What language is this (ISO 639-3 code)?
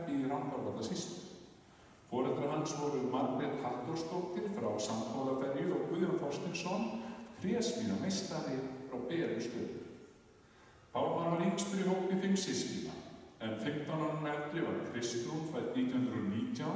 isl